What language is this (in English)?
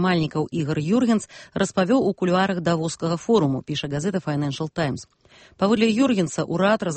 Belarusian